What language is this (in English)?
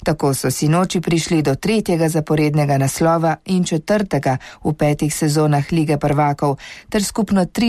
Slovenian